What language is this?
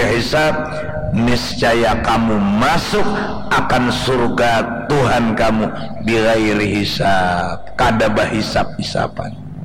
Banjar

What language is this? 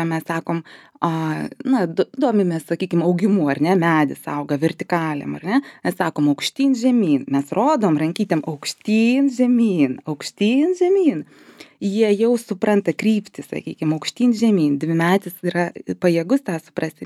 Lithuanian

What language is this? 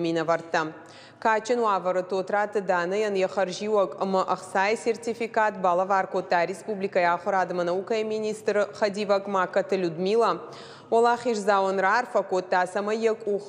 Ossetic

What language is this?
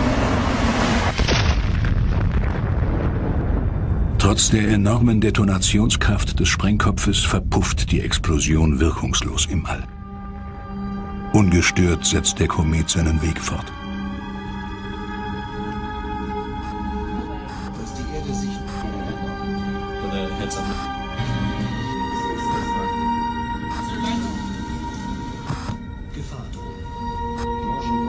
German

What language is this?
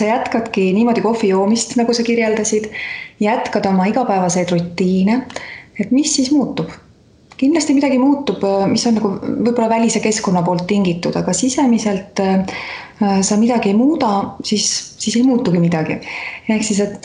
Estonian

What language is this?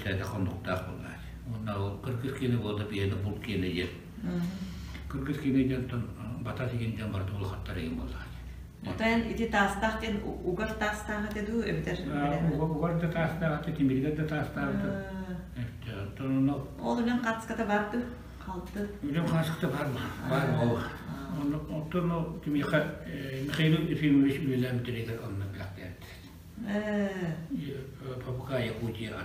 Yakut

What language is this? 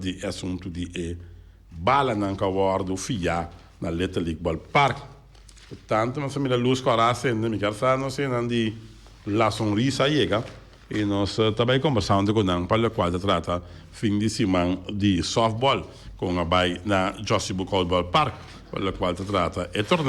Papiamento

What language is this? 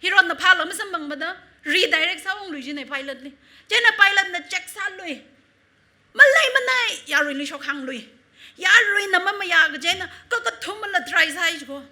Tangkhul Naga (India)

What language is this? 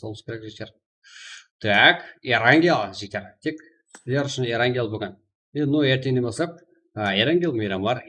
Kara-Kalpak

